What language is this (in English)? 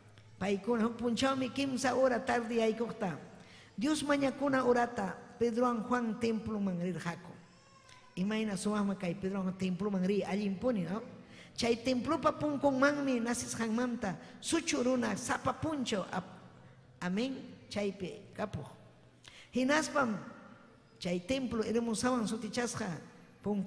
Ayacucho Quechua